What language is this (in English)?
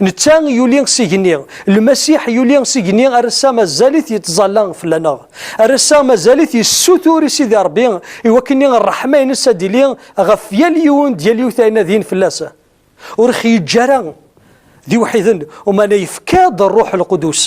Kabyle